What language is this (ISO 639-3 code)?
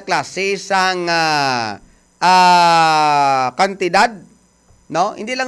hil